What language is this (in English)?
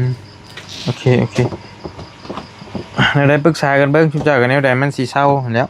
Northeastern Thai